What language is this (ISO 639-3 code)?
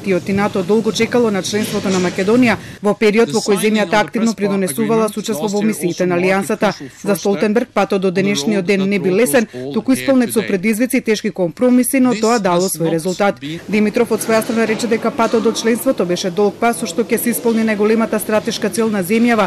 mkd